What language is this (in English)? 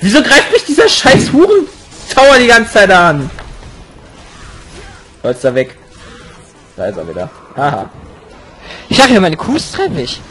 German